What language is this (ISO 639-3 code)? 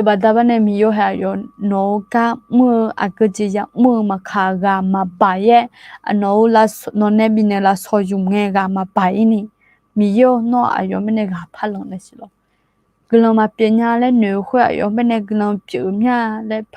ahk